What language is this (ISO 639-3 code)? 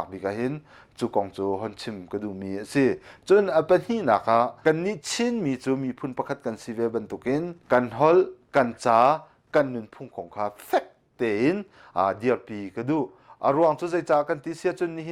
cnh